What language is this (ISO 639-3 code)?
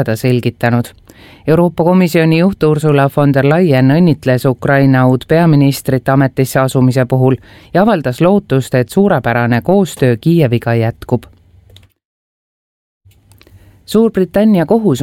est